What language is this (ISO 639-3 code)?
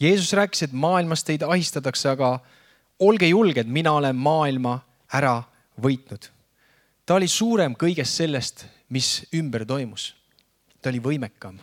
est